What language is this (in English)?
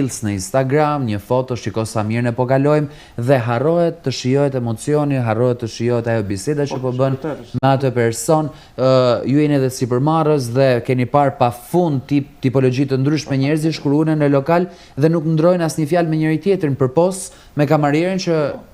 Albanian